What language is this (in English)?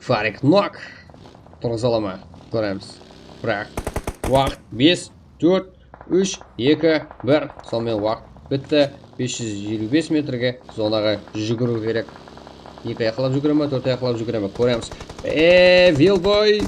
Kara-Kalpak